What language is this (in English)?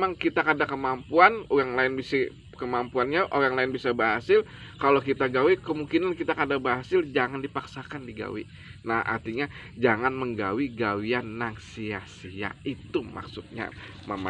Banjar